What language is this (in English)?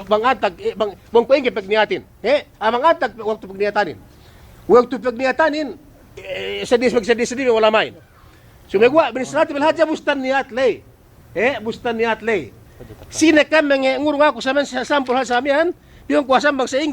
Yakan